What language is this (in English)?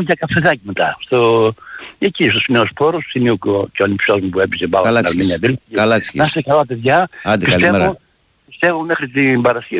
Greek